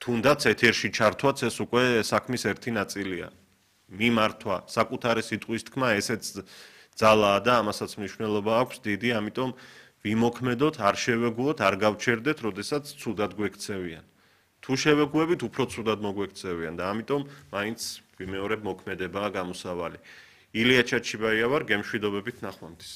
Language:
Georgian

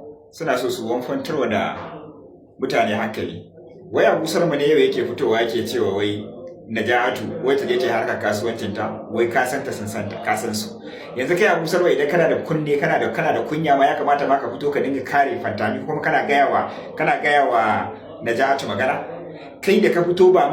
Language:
Hausa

